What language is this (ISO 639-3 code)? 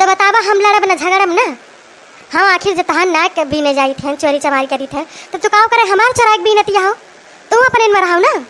awa